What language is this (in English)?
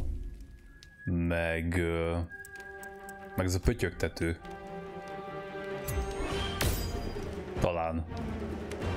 Hungarian